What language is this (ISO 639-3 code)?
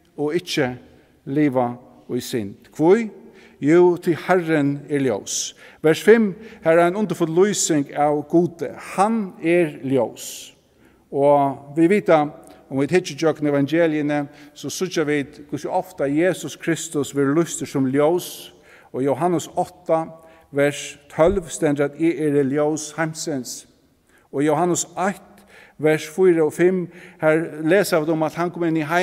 fao